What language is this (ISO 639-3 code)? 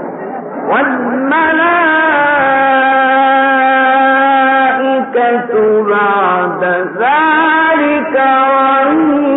ara